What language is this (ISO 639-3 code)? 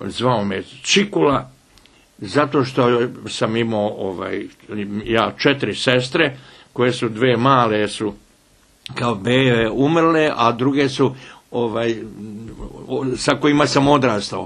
bos